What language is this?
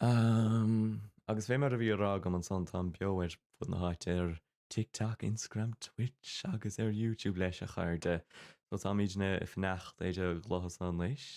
Irish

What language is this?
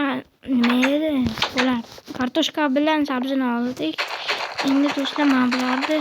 Uzbek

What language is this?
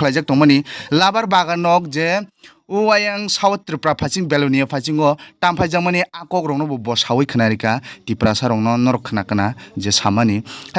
Kok Borok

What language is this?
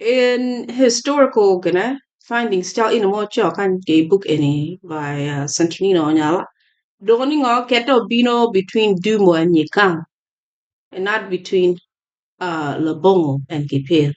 Acoli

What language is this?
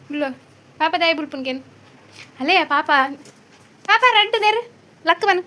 Tulu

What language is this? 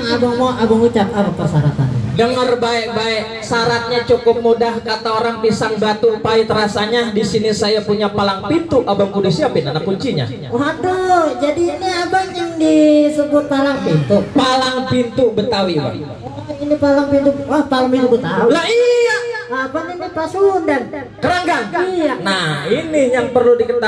Betawi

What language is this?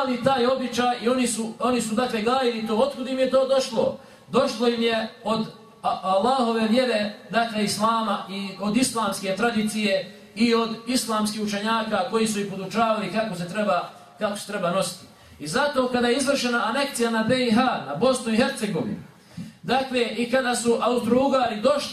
Bosnian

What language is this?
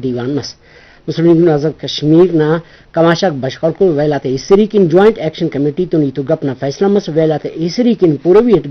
Brahui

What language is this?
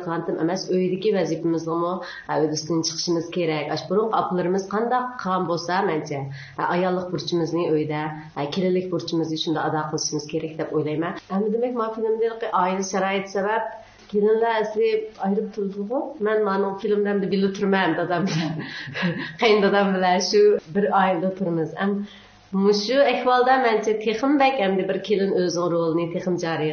Uyghur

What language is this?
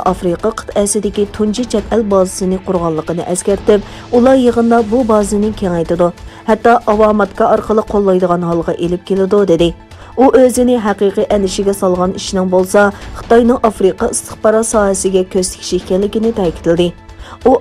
Uyghur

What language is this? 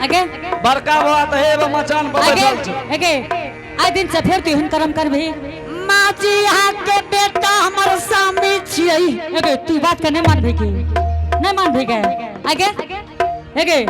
Angika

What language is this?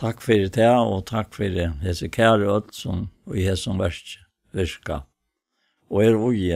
Faroese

